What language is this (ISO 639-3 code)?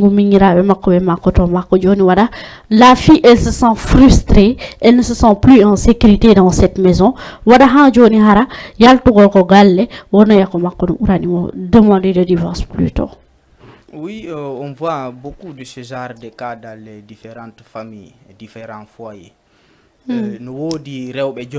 ful